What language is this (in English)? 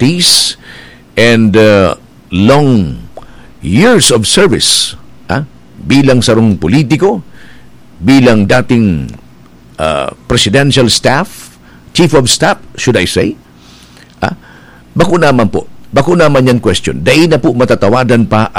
Bikol